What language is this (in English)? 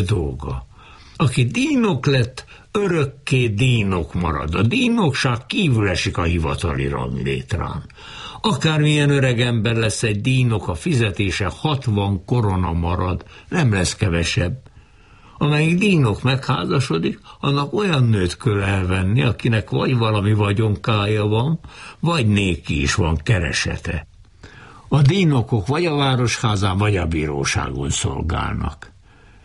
Hungarian